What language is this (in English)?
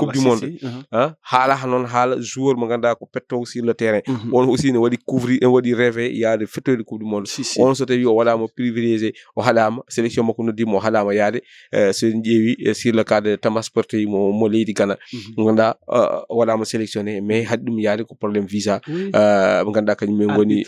Fula